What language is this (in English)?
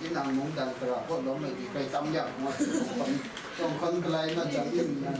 Kachin